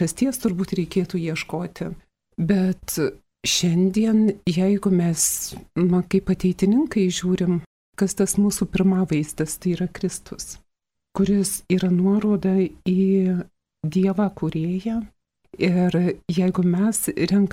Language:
Lithuanian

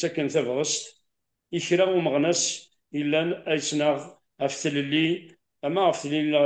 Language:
Kabyle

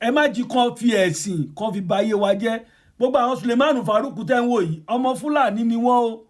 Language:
Yoruba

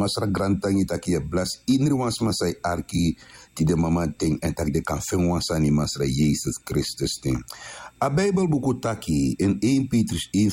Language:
Sranan Tongo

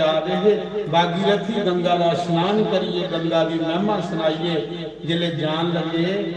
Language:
Dogri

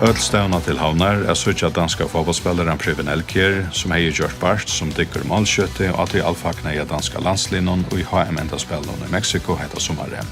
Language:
Faroese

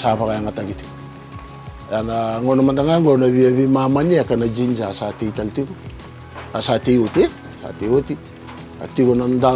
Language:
Fijian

